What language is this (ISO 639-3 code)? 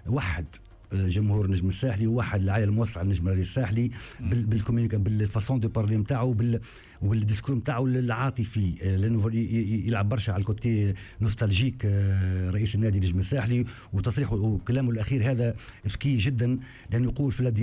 aeb